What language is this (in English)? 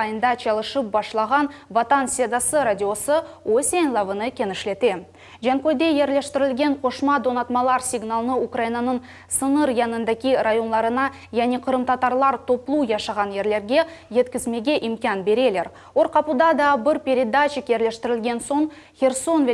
Crimean Tatar